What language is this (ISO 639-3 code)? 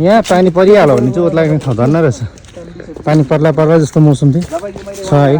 nep